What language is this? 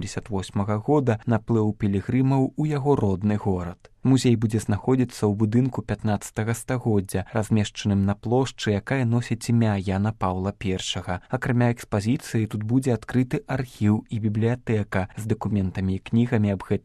Belarusian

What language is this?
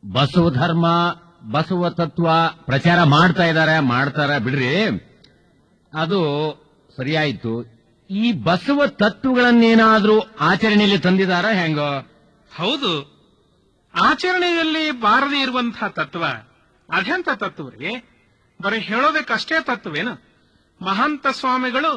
Kannada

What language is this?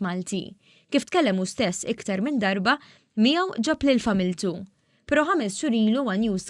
Maltese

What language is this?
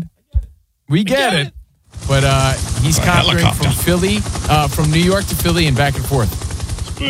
English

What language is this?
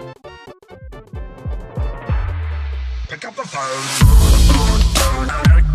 Vietnamese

